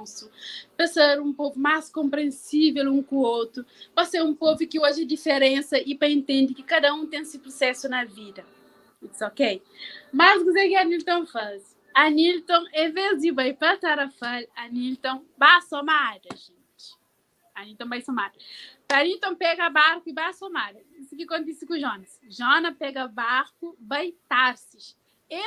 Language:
Kabuverdianu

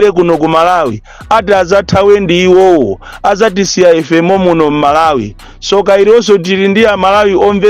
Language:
Nyanja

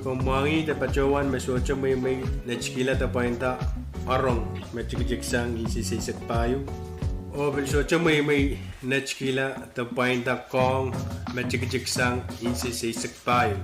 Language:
Pohnpeian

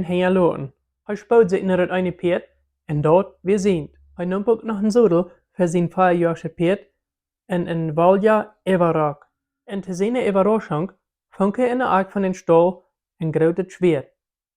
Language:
Plautdietsch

